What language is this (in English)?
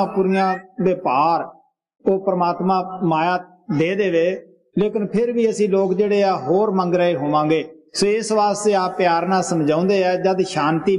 Punjabi